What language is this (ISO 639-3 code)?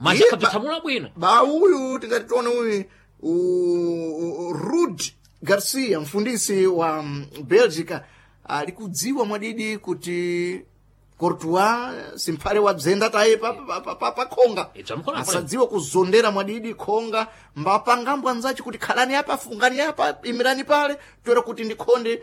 seh